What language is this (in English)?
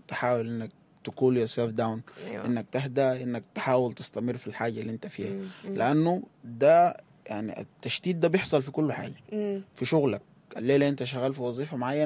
Sudanese Arabic